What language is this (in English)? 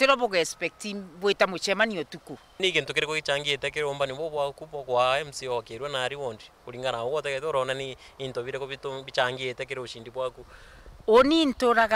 Meru